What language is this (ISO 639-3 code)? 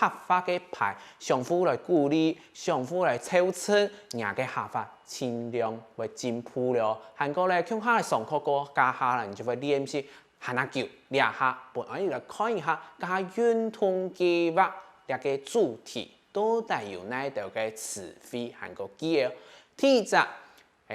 hak